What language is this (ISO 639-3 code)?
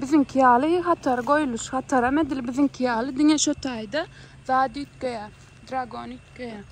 tuk